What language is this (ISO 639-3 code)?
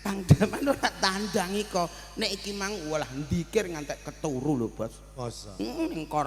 jav